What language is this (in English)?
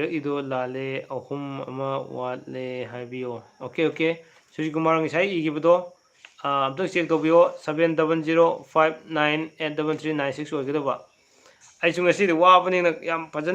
Manipuri